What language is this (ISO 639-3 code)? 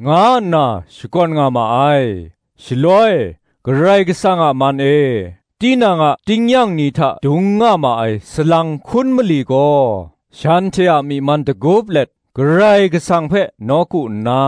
kac